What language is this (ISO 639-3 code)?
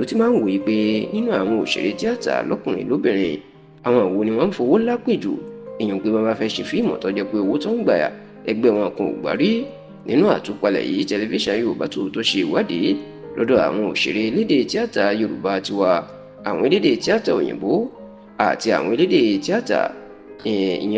yor